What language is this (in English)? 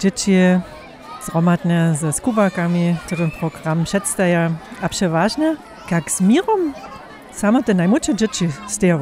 Upper Sorbian